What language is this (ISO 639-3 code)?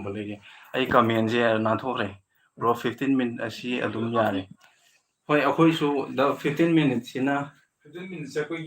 mni